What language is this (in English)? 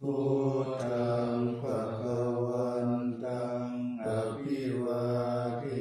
Pali